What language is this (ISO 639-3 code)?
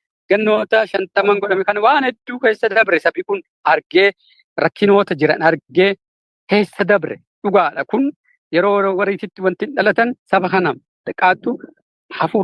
orm